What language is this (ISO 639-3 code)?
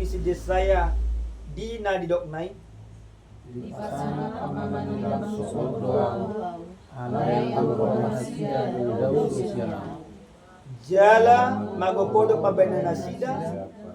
bbc